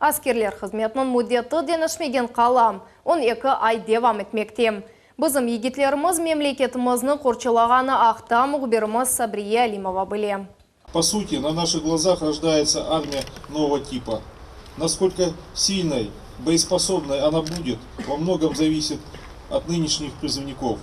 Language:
Crimean Tatar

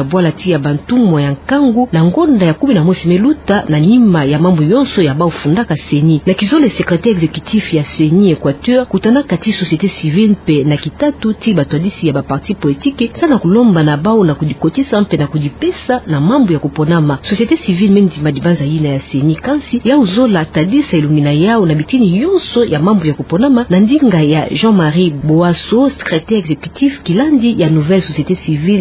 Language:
Kituba (Democratic Republic of Congo)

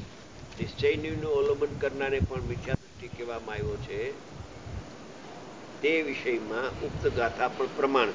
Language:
Gujarati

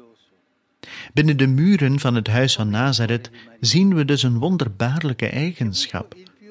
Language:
Dutch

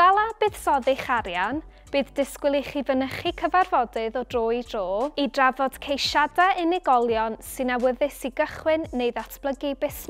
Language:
Welsh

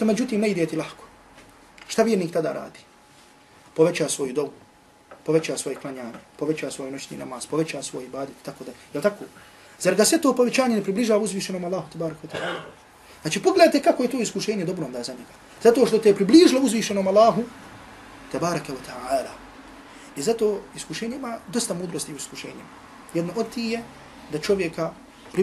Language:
Bosnian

